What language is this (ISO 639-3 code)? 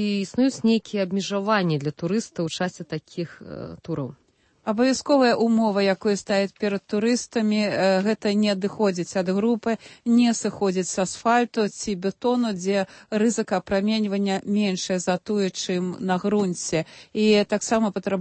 bel